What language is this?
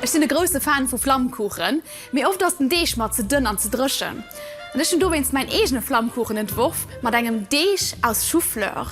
Luxembourgish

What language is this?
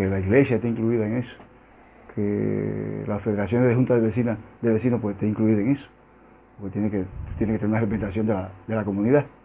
Spanish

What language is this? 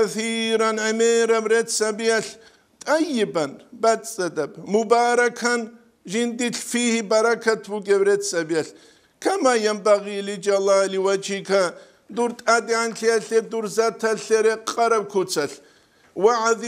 Avaric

